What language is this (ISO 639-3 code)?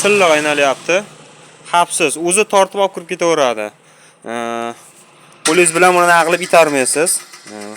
uzb